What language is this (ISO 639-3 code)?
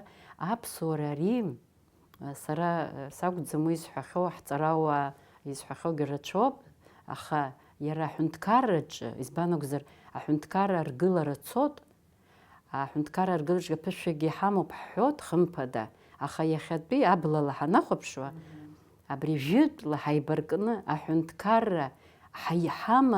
abk